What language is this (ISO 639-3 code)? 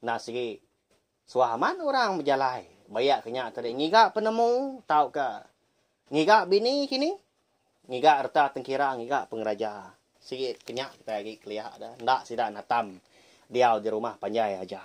iba